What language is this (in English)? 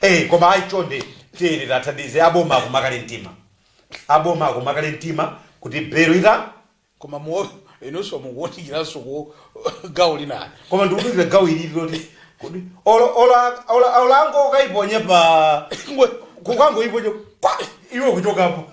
Nyanja